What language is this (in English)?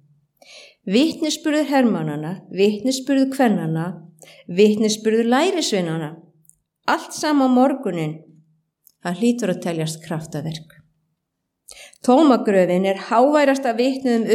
Icelandic